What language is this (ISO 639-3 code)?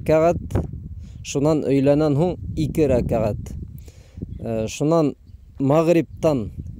bak